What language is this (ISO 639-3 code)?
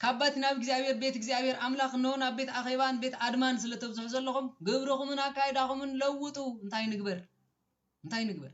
tir